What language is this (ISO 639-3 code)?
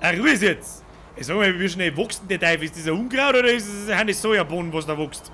bar